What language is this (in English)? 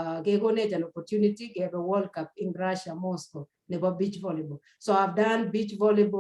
Kalenjin